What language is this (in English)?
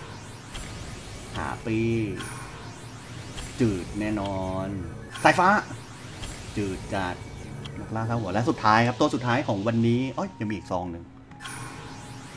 Thai